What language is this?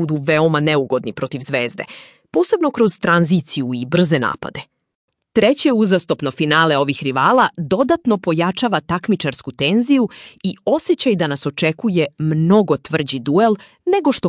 Serbian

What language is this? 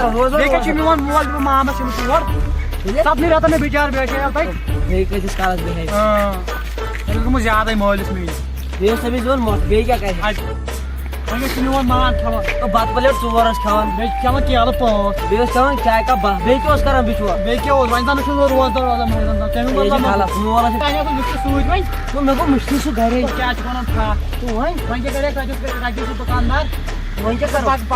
Kashmiri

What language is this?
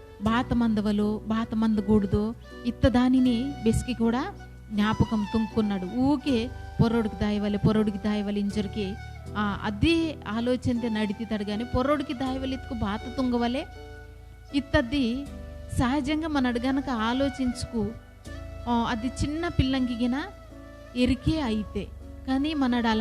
Koya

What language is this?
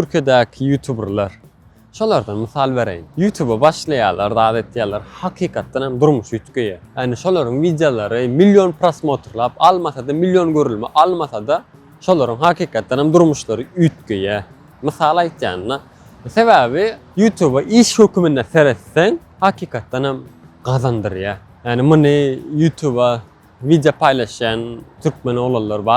Turkmen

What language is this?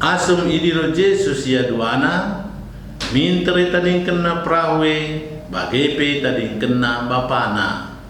Batak Karo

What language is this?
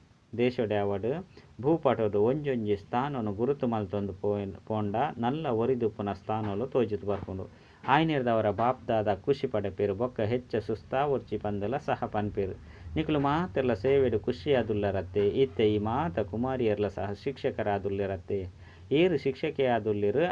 Tulu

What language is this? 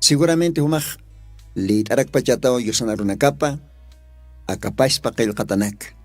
Aymara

